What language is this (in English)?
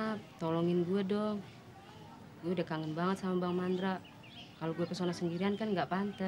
Betawi